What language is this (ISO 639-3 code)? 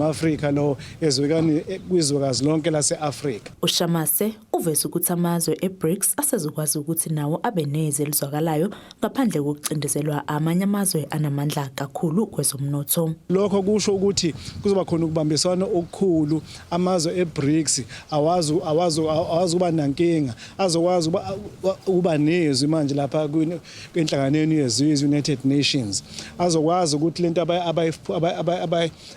zul